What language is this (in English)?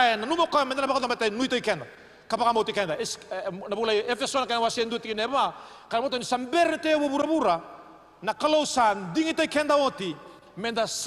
Fijian